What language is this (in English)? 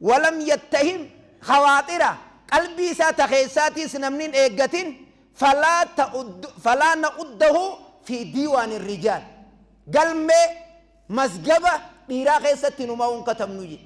Oromo